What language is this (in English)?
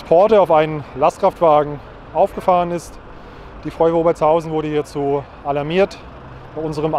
German